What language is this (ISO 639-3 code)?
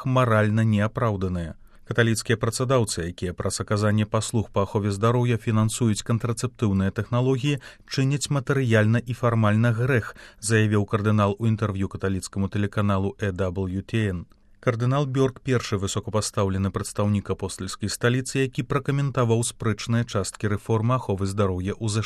bel